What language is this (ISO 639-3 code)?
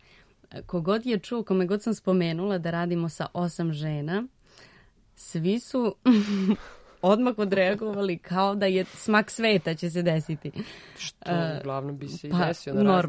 srp